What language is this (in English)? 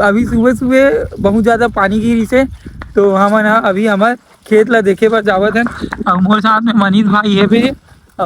Chhattisgarhi